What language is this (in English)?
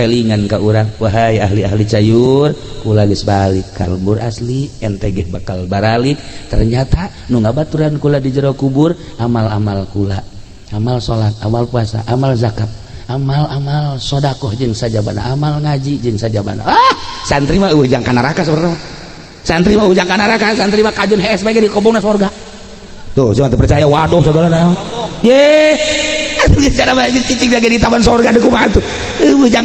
Sundanese